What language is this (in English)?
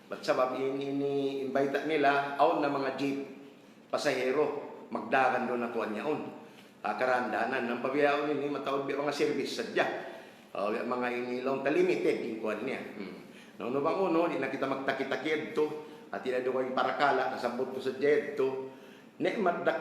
Tausug